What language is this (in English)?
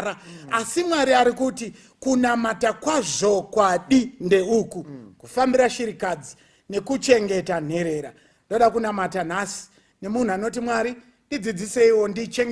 Shona